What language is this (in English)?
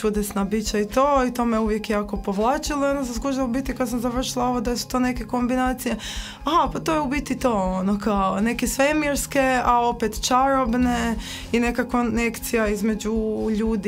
Croatian